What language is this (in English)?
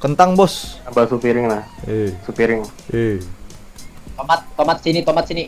Banjar